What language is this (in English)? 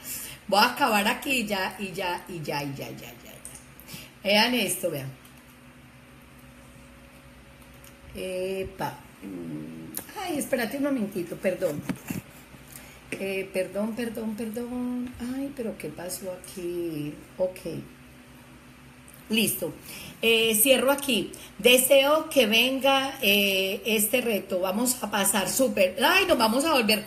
Spanish